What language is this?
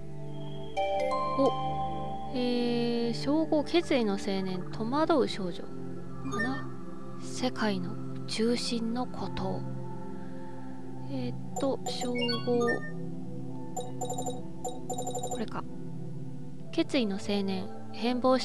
Japanese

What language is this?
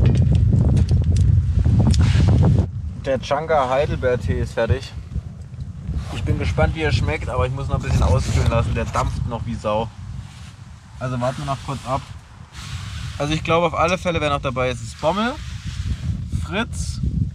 German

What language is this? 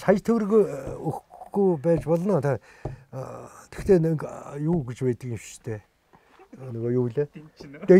Mongolian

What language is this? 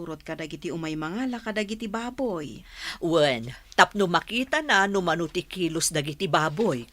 Iloko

